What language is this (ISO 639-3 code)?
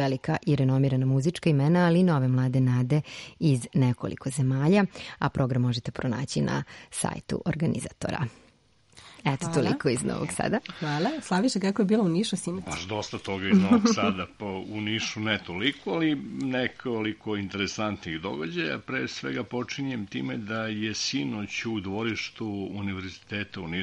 srp